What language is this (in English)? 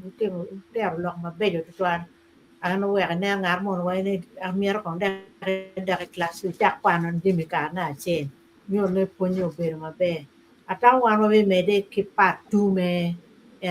Acoli